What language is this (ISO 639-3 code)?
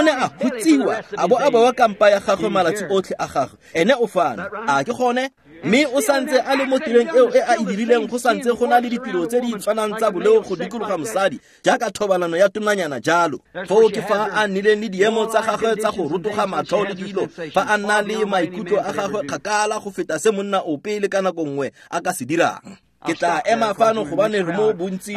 tsn